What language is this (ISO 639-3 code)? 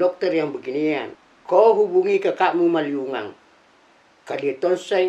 mfp